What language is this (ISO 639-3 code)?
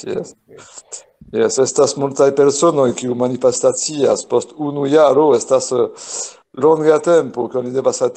epo